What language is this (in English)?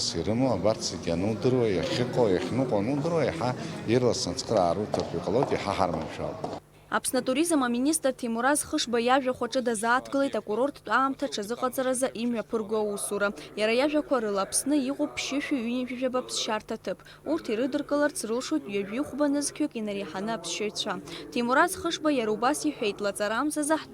Abkhazian